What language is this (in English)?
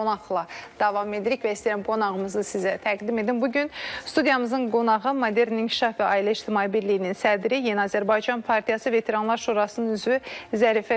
Azerbaijani